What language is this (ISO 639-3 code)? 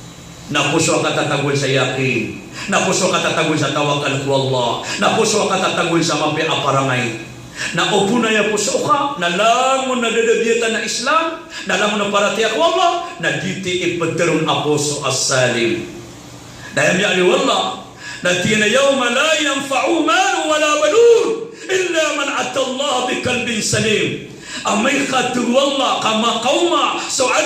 mrw